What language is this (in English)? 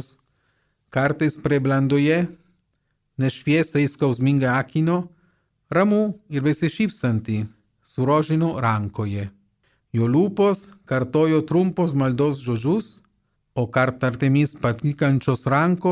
Lithuanian